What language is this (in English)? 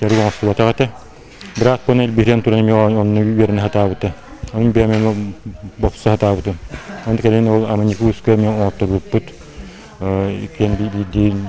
Yakut